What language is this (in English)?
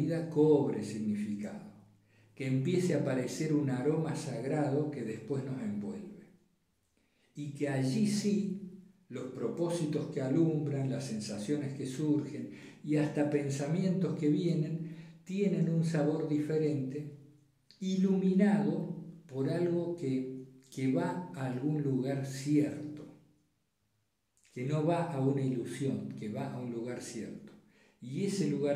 Spanish